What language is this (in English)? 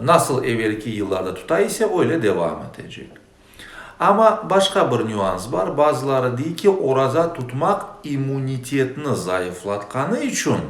Crimean Tatar